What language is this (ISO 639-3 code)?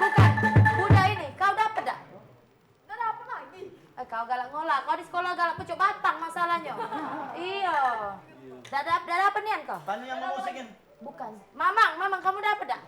mui